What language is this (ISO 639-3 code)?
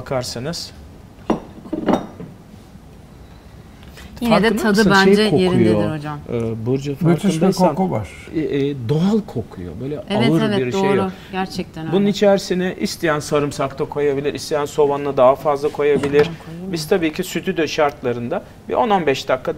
tur